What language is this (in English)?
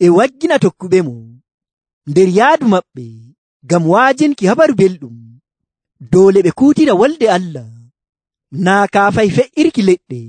Nigerian Fulfulde